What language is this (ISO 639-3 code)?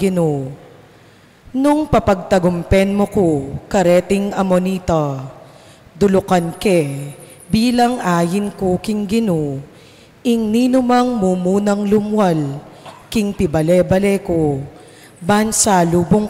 pam